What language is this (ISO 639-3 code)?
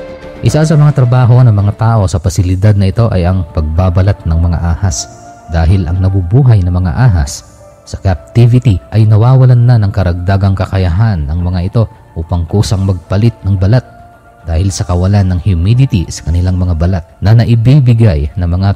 fil